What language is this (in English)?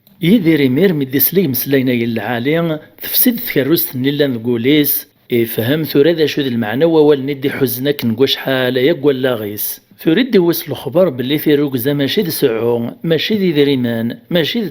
Kabyle